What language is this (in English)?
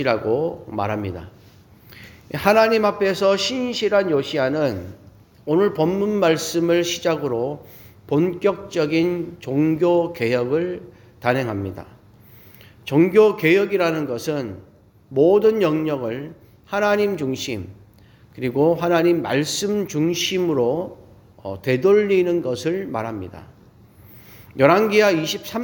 Korean